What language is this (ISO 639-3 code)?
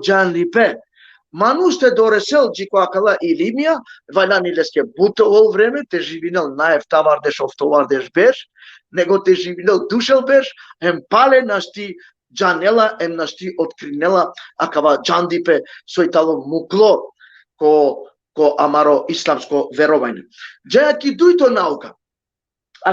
rmn